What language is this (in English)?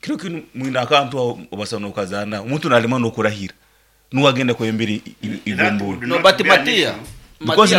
Nyankole